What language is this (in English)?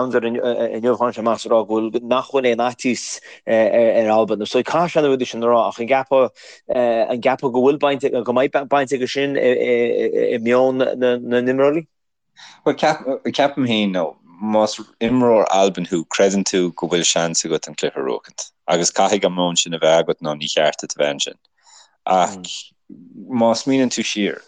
Irish